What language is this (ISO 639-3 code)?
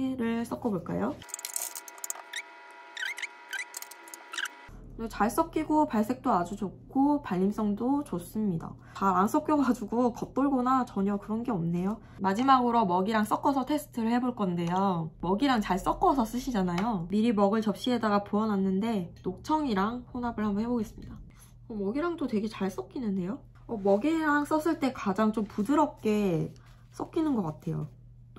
kor